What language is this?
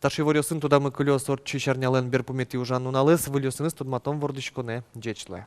Udmurt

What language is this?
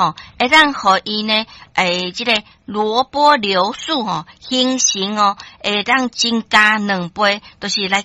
Min Nan Chinese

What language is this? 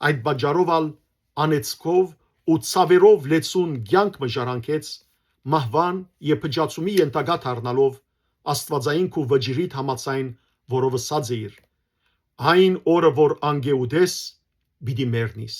Western Armenian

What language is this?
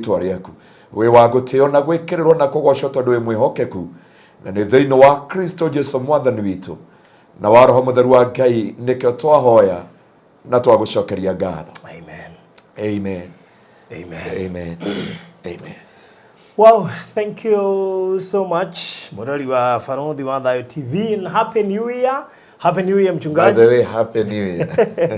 Kikuyu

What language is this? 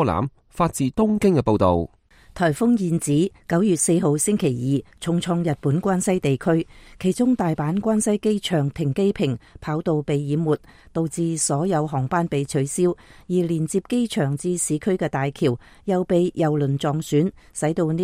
Cantonese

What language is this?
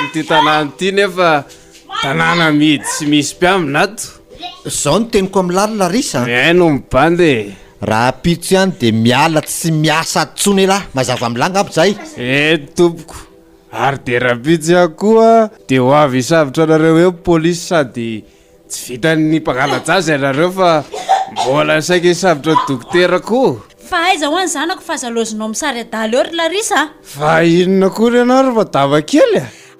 Malagasy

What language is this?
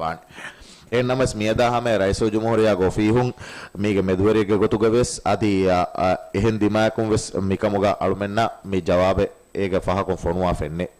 Divehi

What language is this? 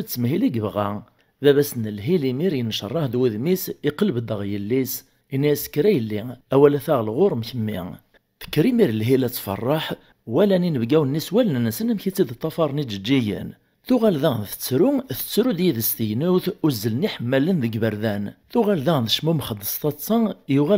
Kabyle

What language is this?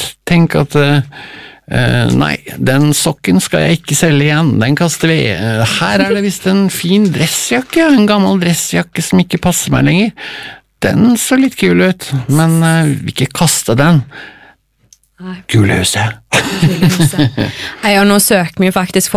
Norwegian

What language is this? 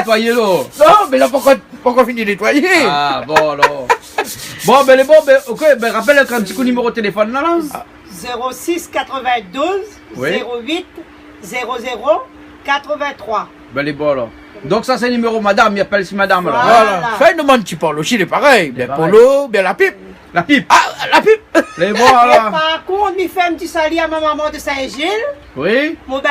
Réunion Creole French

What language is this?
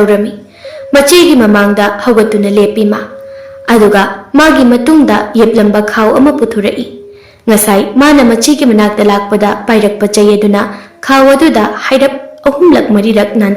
Manipuri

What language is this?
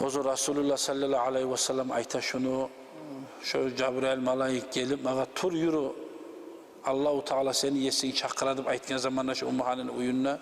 Kumyk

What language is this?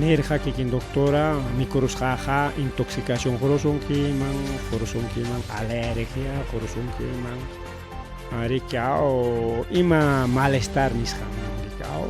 Ayacucho Quechua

